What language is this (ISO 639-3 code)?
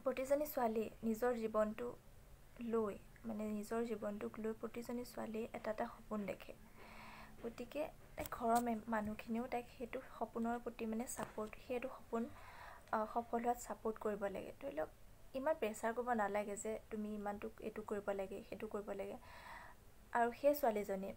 asm